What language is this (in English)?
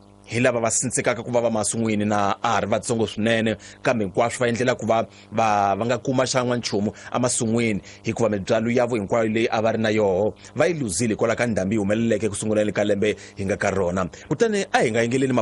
Tsonga